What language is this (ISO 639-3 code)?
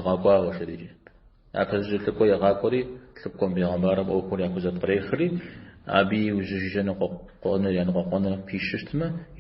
kbd